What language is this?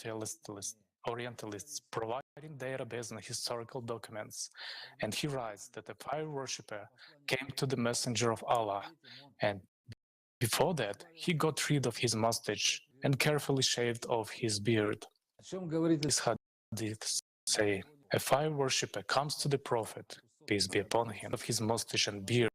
Nyanja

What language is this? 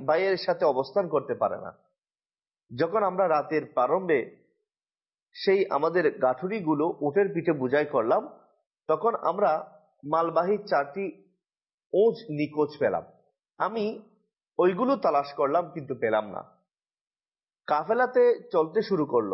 Bangla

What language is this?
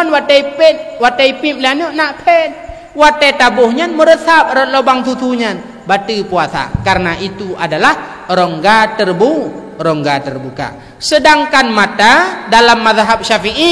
Achinese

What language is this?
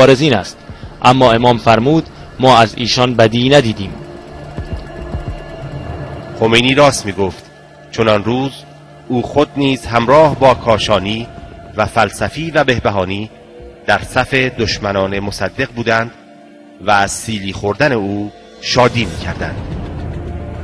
Persian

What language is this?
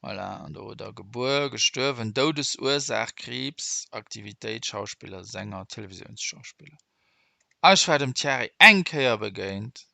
Luxembourgish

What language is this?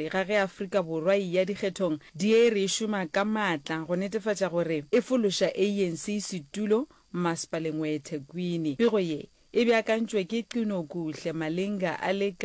Northern Sotho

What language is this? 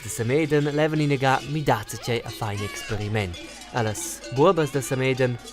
Romansh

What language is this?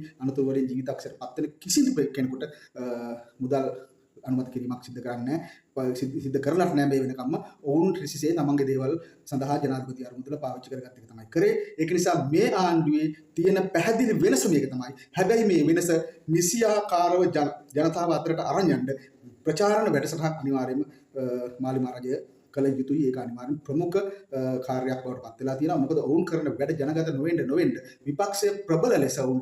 Sinhala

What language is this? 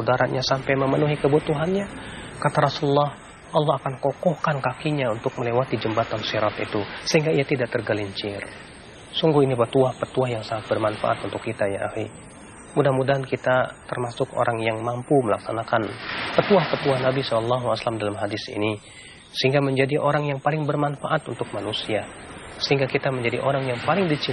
Indonesian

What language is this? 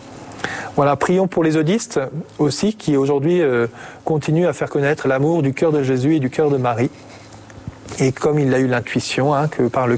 French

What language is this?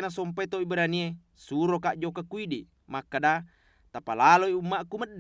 Buginese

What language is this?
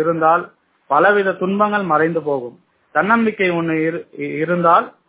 Tamil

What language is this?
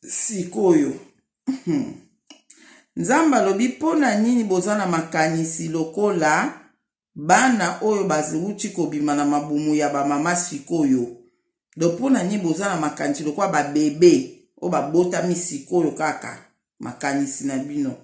Lingala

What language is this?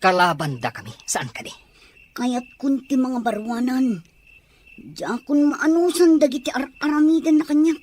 Iloko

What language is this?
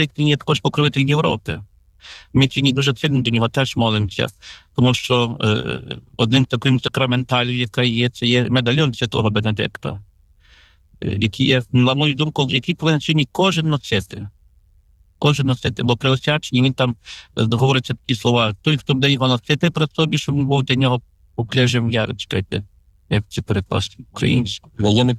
Ukrainian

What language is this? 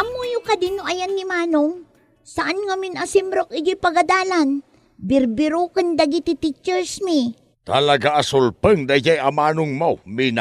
Iloko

